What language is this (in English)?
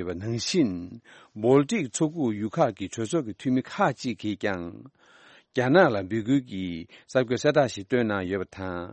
Tibetan